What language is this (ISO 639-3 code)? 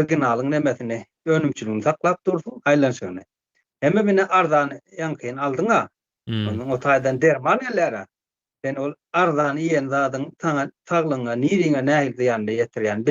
tuk